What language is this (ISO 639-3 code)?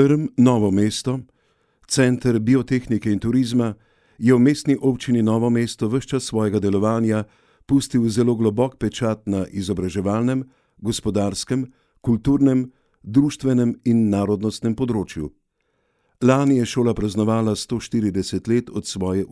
slv